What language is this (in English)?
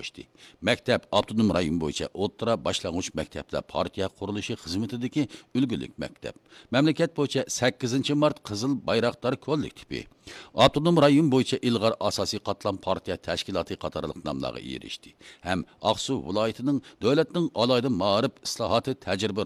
Uyghur